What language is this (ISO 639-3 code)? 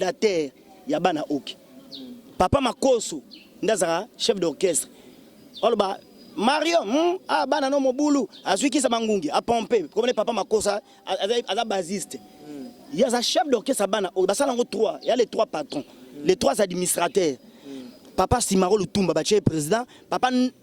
lin